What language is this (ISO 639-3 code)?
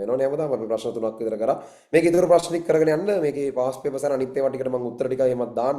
sin